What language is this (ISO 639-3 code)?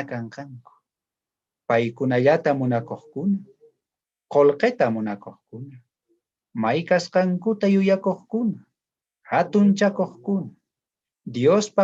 quh